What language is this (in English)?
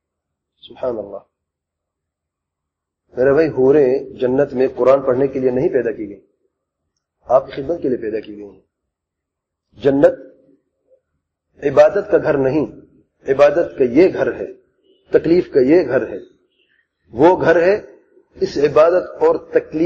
Urdu